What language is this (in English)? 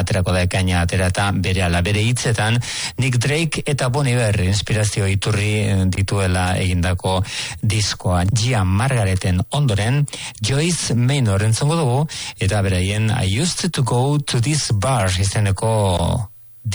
Basque